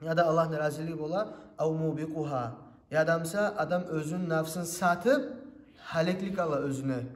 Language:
Kumyk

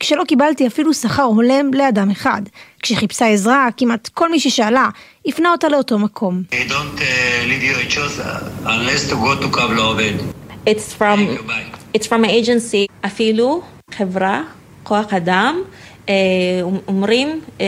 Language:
Hebrew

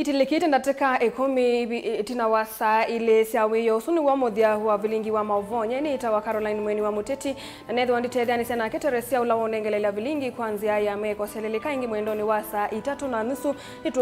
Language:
Kamba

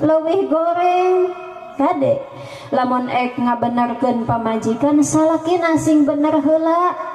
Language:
Sundanese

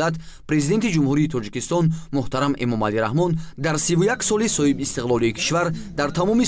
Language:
Tajik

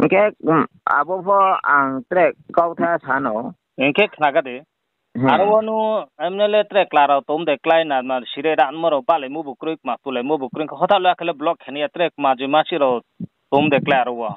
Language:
Riang (India)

